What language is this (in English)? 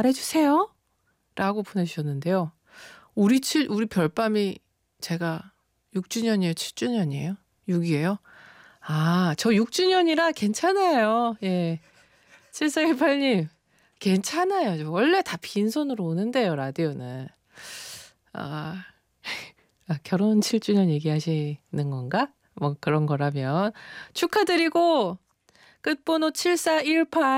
Korean